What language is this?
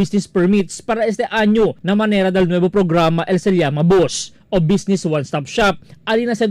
Chavacano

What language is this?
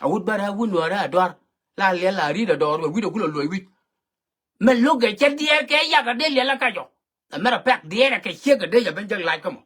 Nuer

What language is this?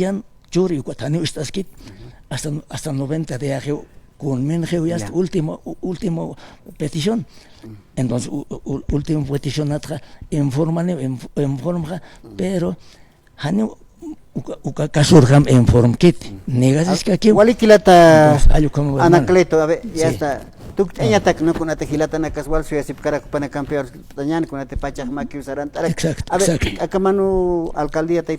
Aymara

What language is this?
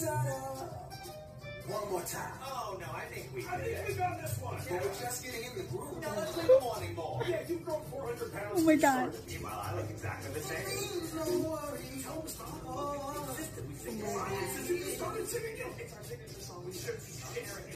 English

